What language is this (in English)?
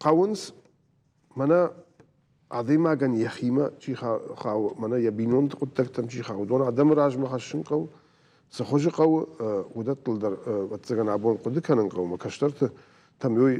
Ossetic